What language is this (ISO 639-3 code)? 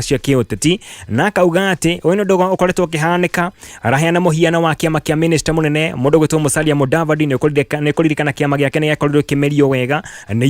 kik